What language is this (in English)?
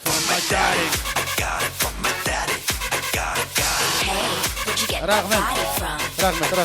Kara-Kalpak